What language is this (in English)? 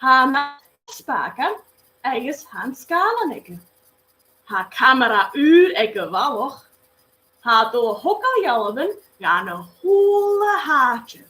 Scottish Gaelic